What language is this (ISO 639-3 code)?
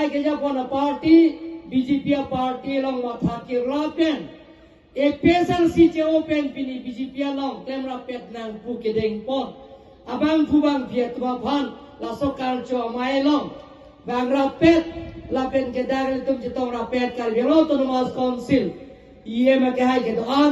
mjw